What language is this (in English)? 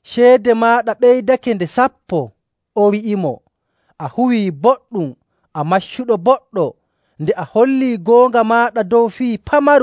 Nigerian Fulfulde